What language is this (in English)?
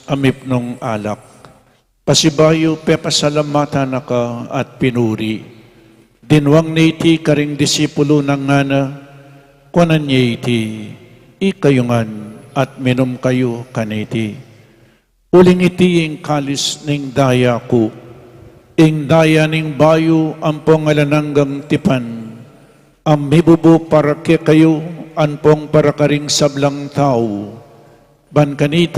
Pampanga